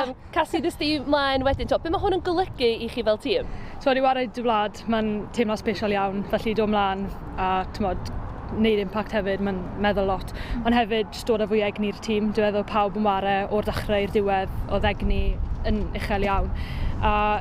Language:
Welsh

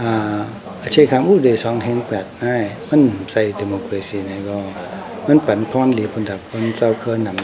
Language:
Shan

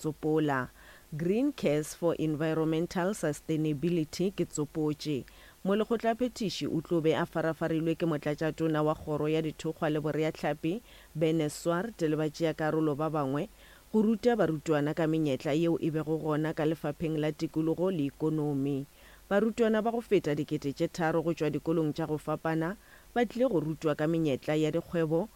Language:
Northern Sotho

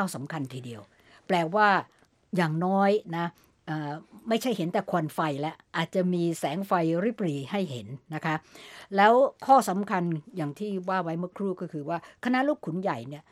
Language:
Thai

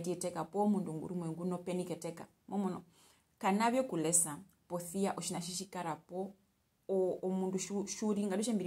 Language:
Herero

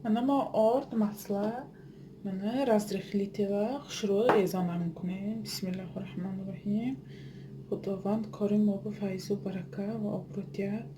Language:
Tajik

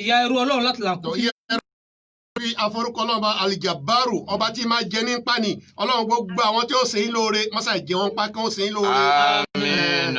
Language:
Yoruba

